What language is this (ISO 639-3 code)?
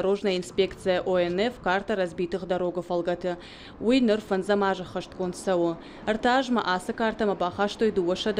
oss